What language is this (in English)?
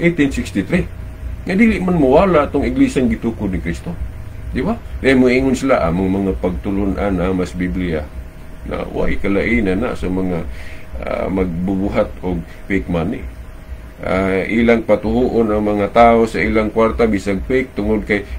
Cebuano